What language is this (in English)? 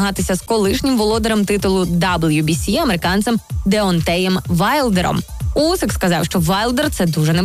Ukrainian